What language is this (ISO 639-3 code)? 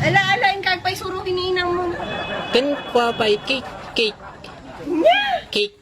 ilo